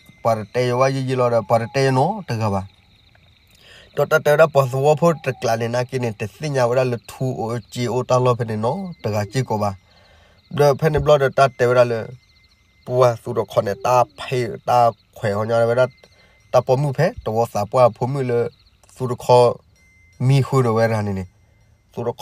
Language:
S'gaw Karen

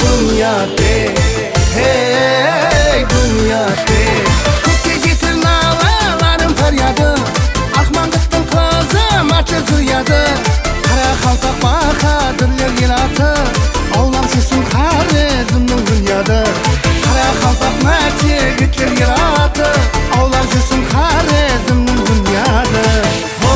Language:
Kara-Kalpak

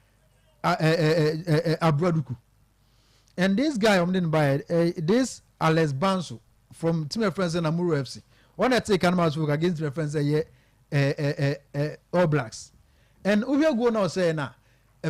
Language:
Akan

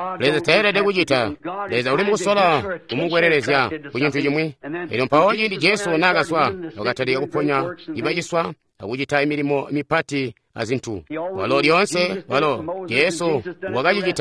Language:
Tonga (Zambia)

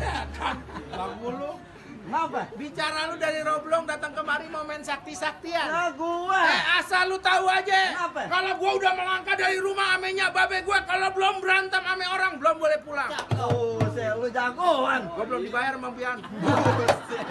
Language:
Betawi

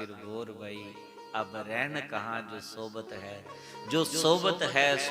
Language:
Dogri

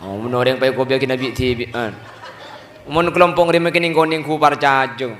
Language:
Madurese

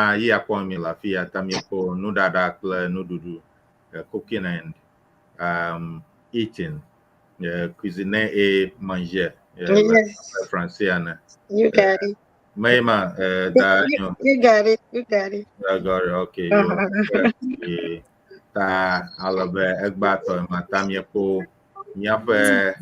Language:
Ewe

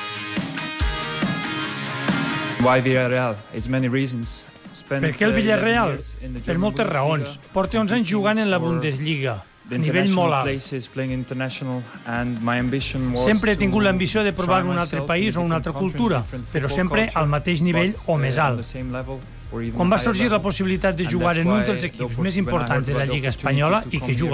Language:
Catalan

